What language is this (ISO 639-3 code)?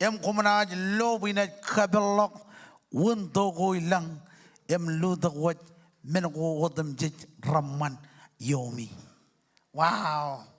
mah